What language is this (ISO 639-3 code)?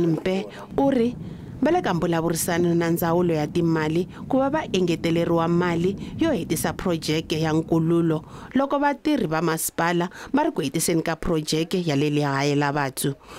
tso